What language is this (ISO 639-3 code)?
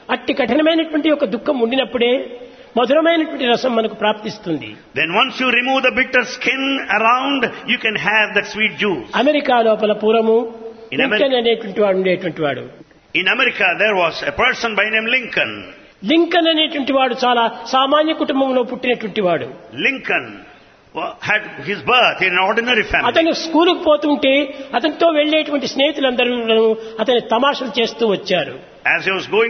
tel